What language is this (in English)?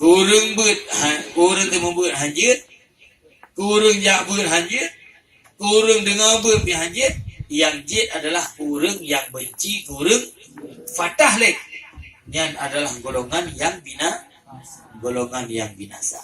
Achinese